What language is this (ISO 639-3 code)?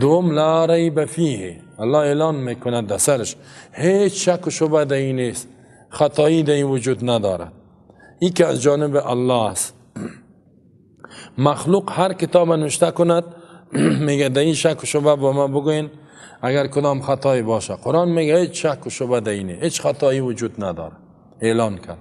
fas